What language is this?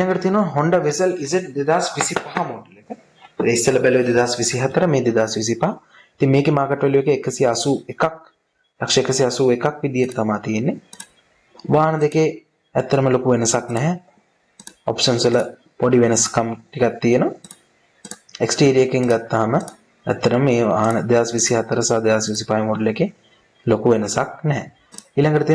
Sinhala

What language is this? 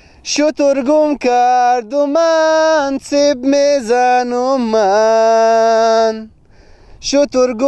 Persian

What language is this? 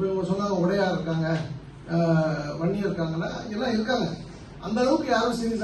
Tamil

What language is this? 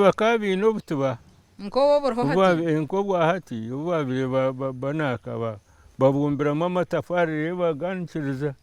Nyankole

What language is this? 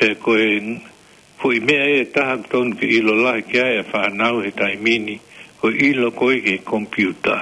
Tongan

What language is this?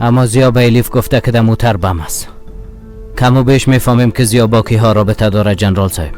Persian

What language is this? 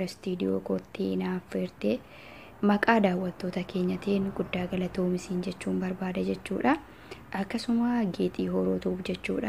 Oromo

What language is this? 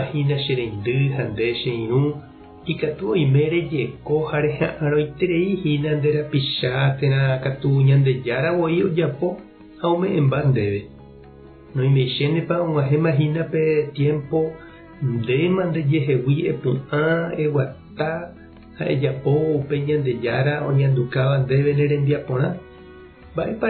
Guarani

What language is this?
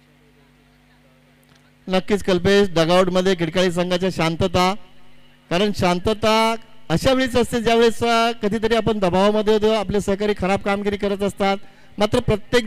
Marathi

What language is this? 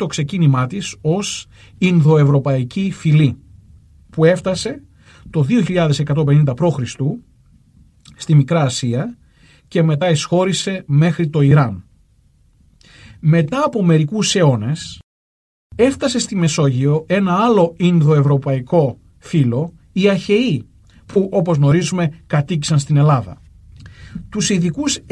Greek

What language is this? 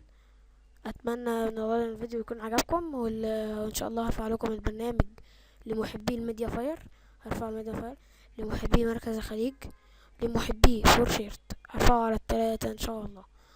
Egyptian Arabic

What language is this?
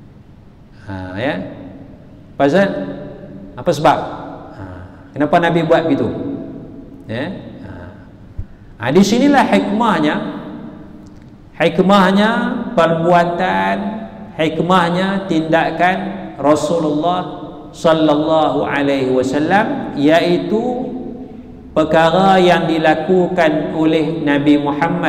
Malay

